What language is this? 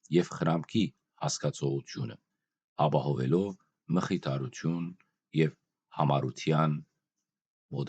Western Armenian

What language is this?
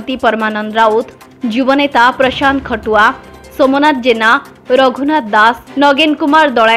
Odia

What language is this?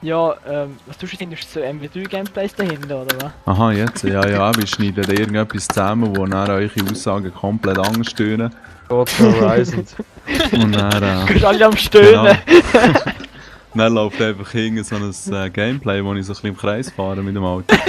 Swiss German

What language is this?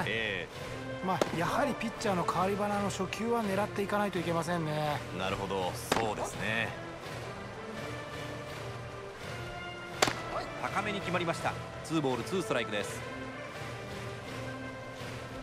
Japanese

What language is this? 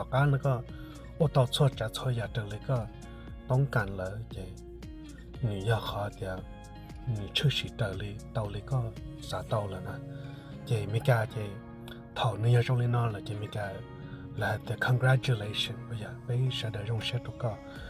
Hmong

